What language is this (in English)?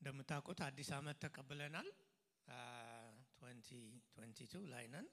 Amharic